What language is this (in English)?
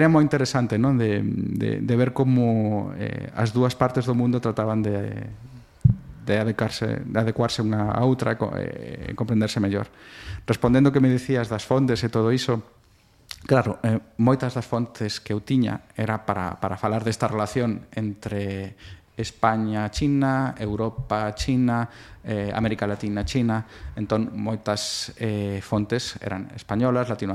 Galician